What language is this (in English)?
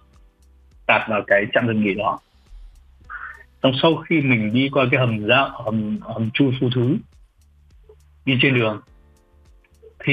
Vietnamese